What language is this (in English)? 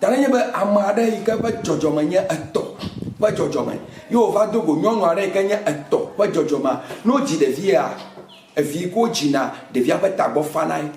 Ewe